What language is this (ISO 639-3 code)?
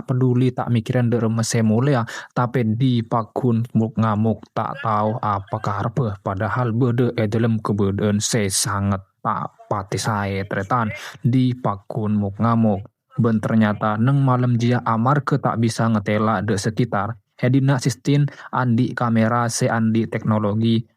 mad